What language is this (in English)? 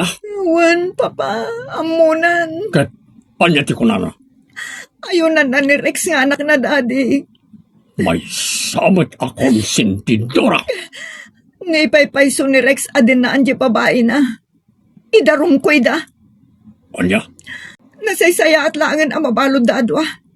Iloko